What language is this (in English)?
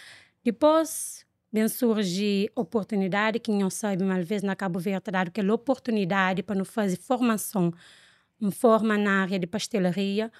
Kabuverdianu